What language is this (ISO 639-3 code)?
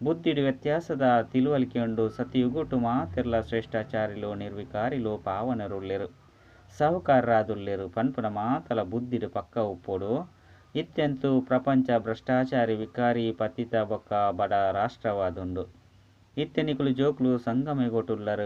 tcy